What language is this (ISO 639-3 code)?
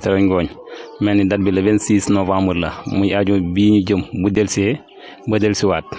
wol